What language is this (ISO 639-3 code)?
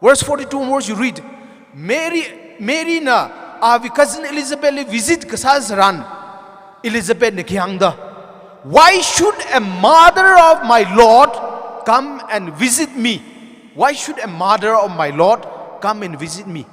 nmf